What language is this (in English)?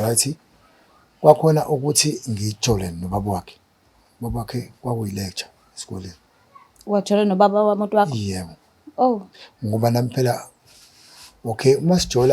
Zulu